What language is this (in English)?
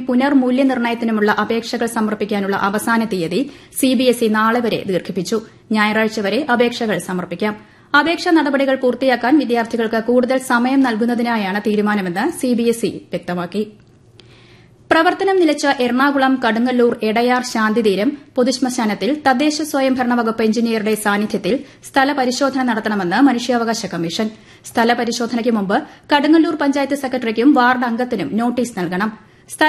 Malayalam